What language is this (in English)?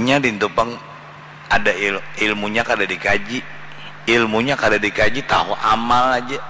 Banjar